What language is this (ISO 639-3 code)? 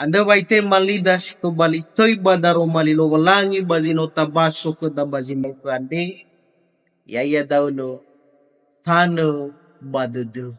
nia